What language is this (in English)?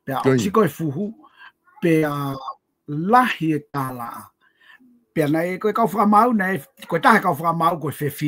Tongan